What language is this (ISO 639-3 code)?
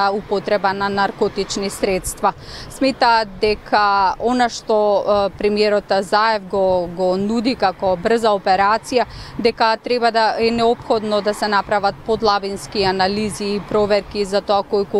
mkd